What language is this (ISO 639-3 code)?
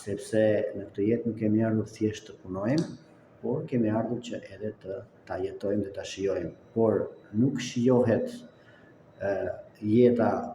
sqi